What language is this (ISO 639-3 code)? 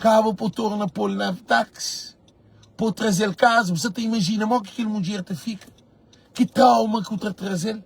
kea